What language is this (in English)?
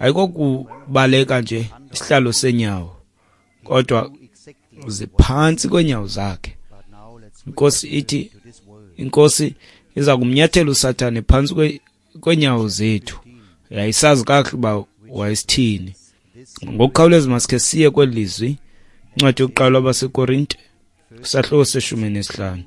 Xhosa